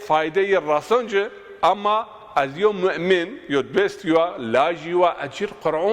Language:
Zaza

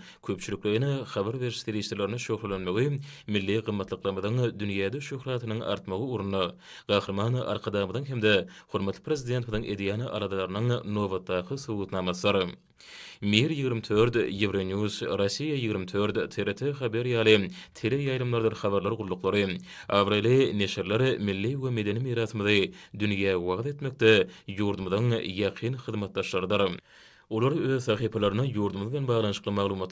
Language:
Turkmen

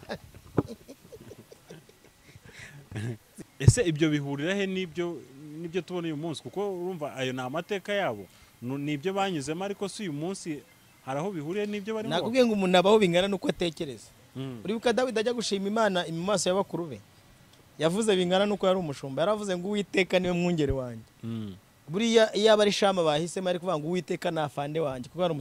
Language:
Kinyarwanda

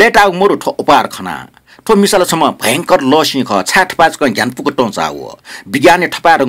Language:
Newari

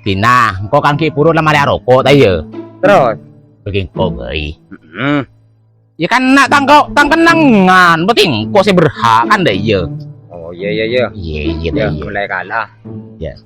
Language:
Madurese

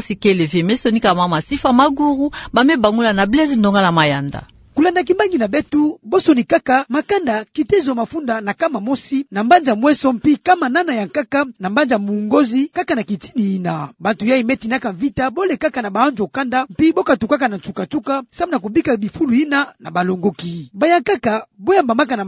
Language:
Kituba (Democratic Republic of Congo)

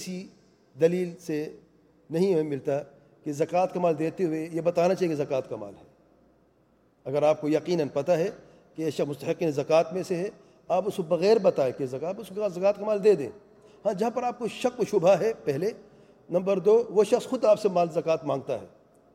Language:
Urdu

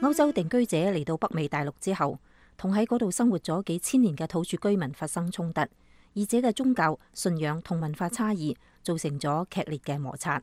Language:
Cantonese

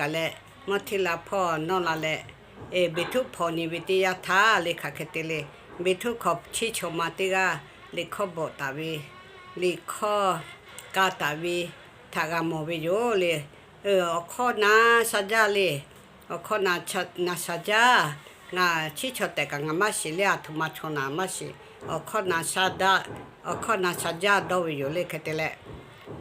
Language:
Lahu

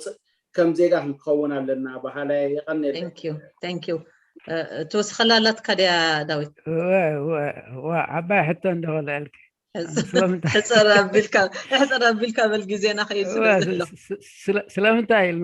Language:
Tigrinya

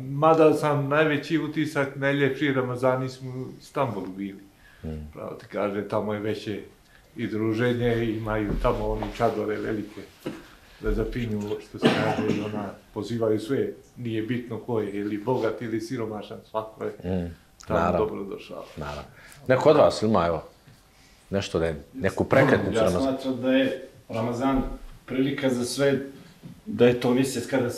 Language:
Bosnian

